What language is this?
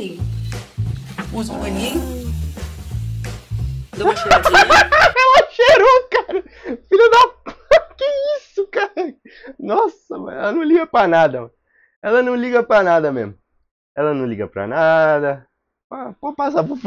Portuguese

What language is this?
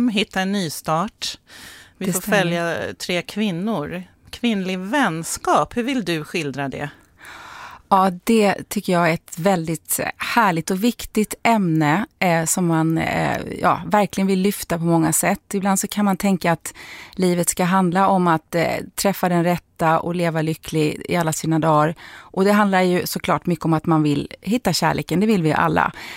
Swedish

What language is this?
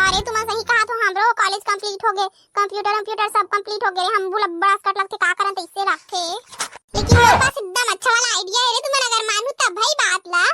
Chhattisgarhi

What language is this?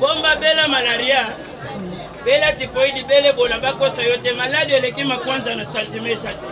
Lingala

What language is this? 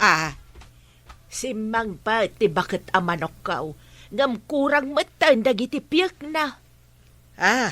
Iloko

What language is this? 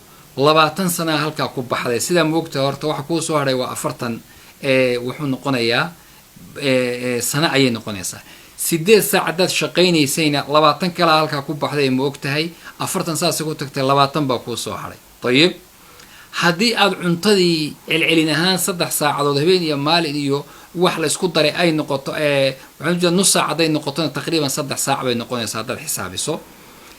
Somali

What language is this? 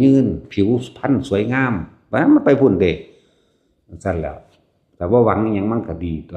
Northeastern Thai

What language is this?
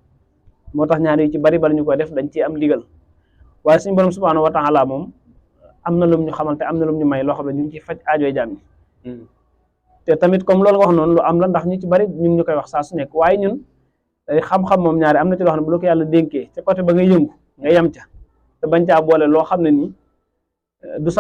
Wolof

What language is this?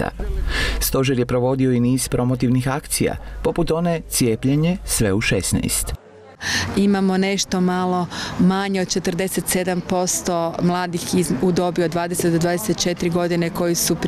Croatian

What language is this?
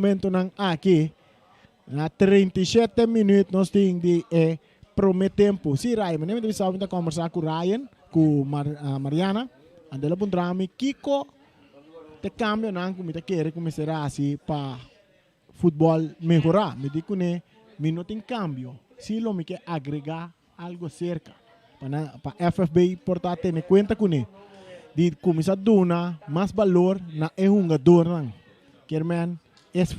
Papiamento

